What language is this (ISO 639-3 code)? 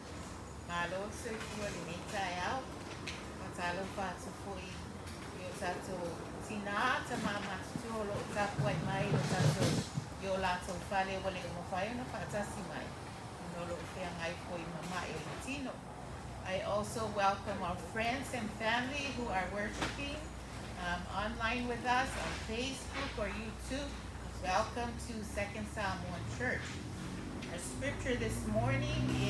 smo